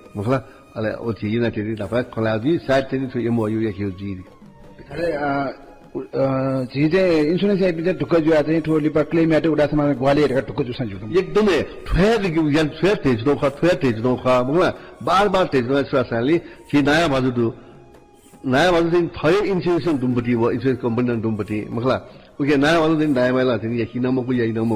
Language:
Newari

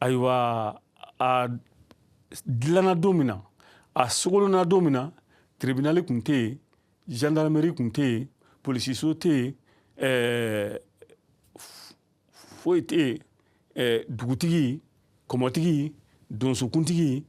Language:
Bambara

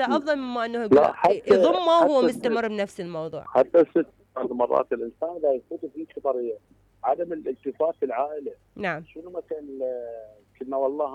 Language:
Mesopotamian Arabic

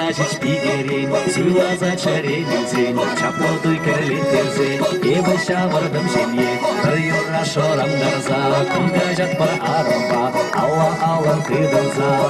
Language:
Chuvash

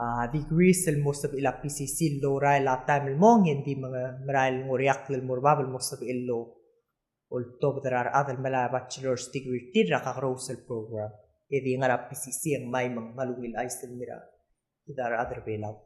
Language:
Palauan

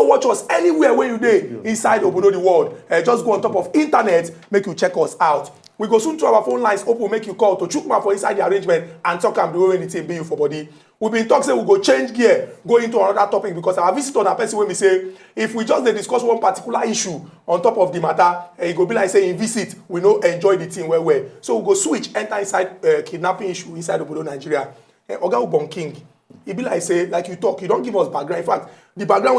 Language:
Nigerian Pidgin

